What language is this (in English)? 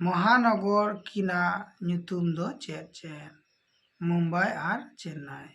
Santali